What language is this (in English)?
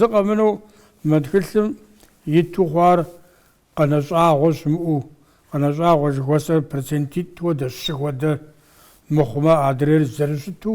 Kabardian